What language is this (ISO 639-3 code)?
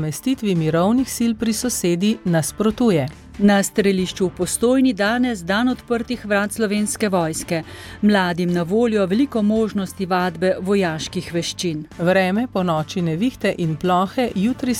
slv